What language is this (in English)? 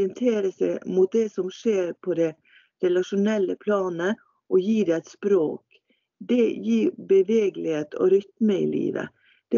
Norwegian